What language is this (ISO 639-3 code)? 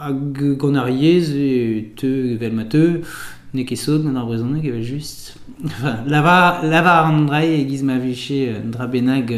bre